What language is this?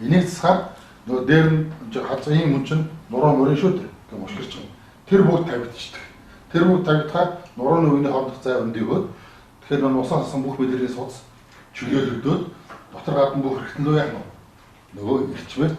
Mongolian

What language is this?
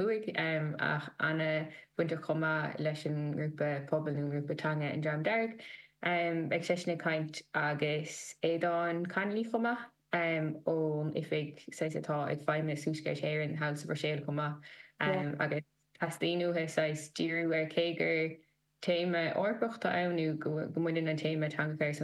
Irish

